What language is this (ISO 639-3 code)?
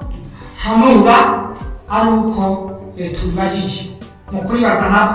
run